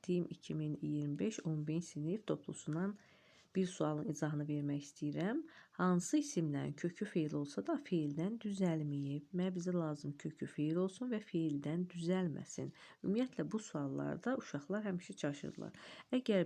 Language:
Azerbaijani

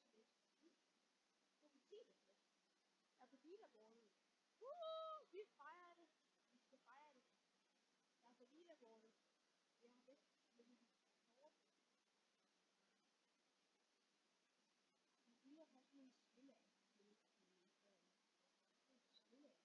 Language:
Danish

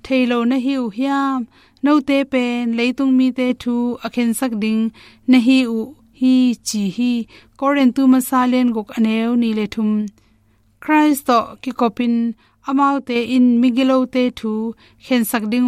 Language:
Tedim Chin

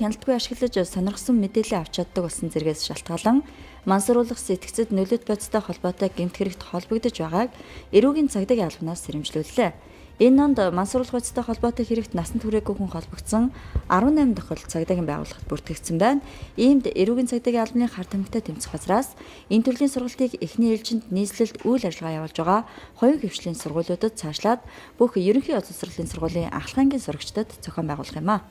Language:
Mongolian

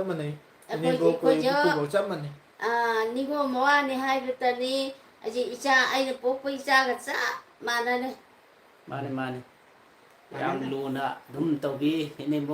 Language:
Manipuri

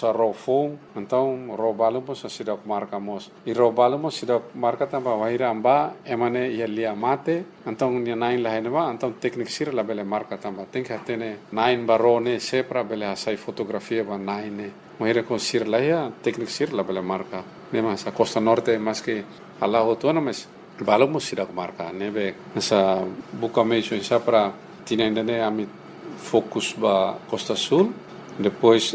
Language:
Tetum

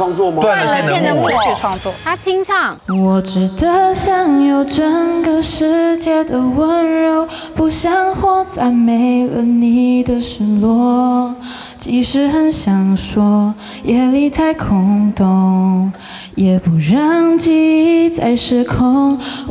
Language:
Chinese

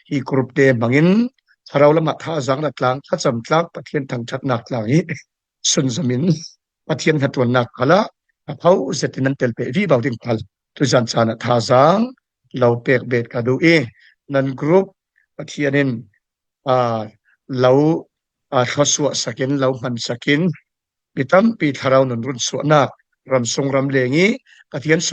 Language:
Falam Chin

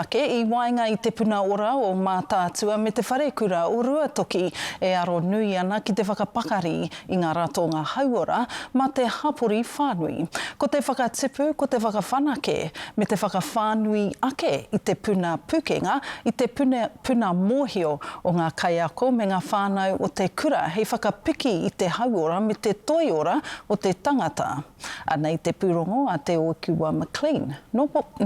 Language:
Māori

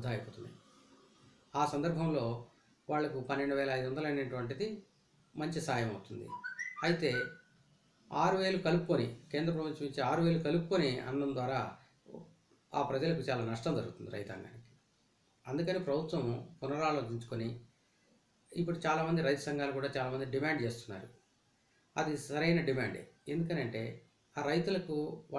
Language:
Telugu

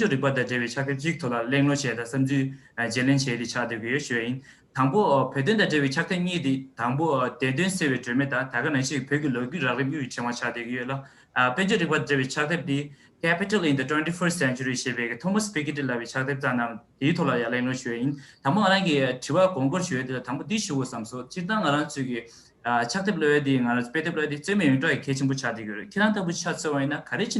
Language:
Tibetan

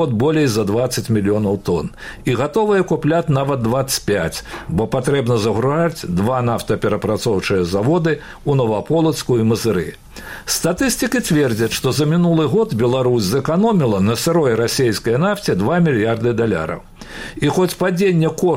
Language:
Belarusian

